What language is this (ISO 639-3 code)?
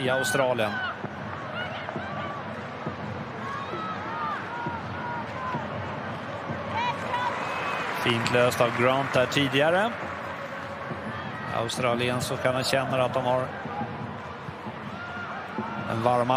swe